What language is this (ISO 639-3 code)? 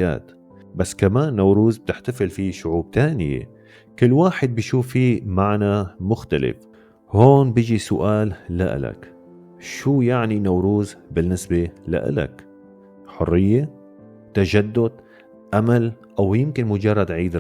apc